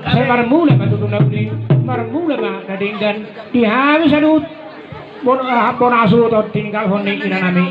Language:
Batak Toba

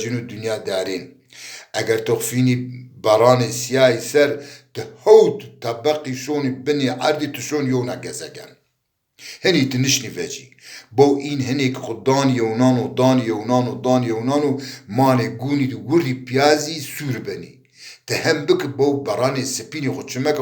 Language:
Zaza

